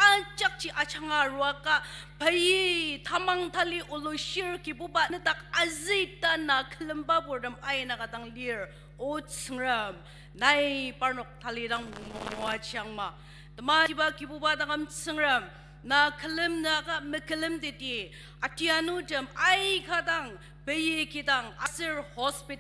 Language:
Ao Naga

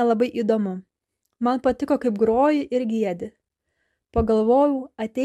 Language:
Lithuanian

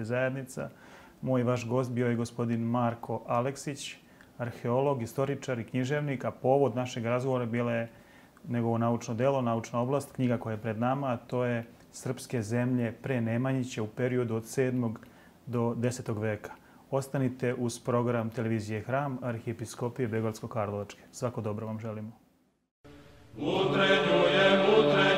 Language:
Serbian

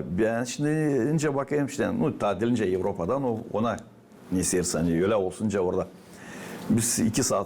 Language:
Gagauz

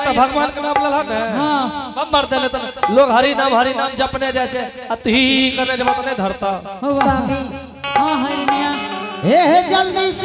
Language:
Angika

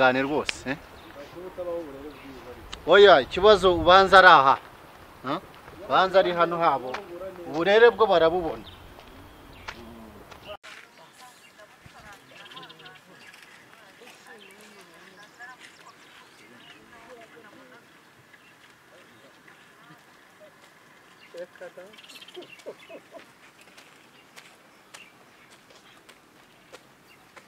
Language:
Kinyarwanda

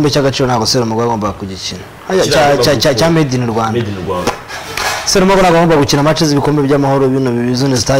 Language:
Kinyarwanda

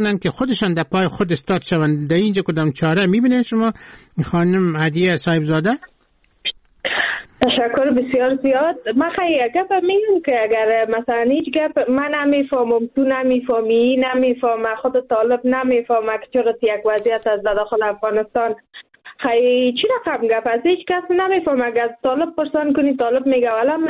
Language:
Persian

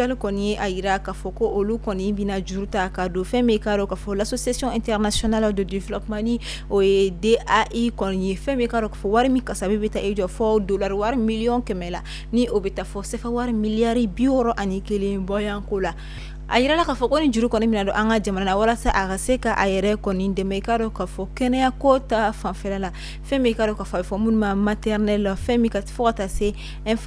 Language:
Bambara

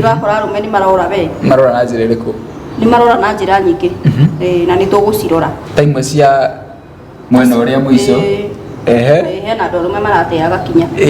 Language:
Kikuyu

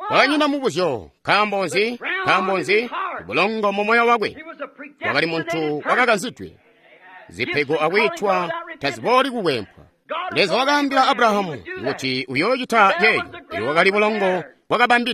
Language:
Tonga (Zambia)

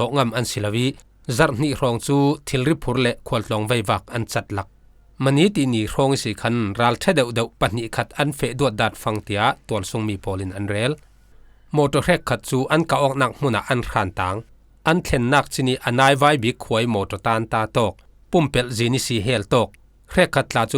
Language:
Falam Chin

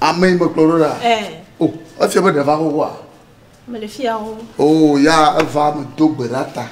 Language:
Ewe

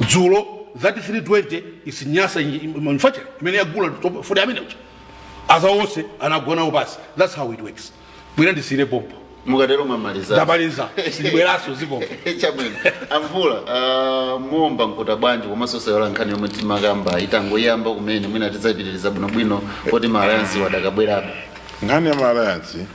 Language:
Nyanja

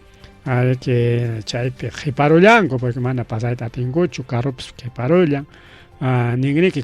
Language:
Ayacucho Quechua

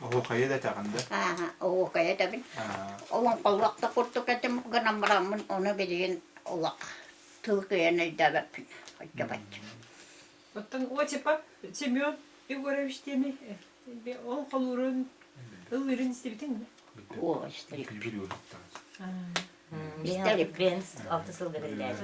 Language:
Yakut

